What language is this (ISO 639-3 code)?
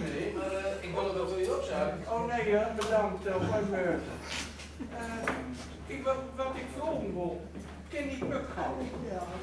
gos